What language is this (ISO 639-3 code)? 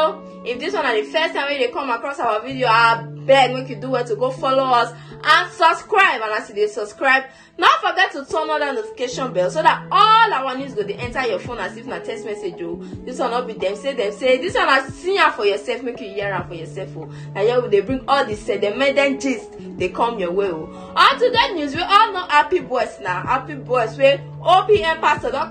pcm